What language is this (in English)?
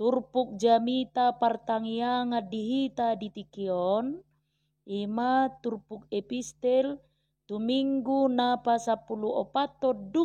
Batak Toba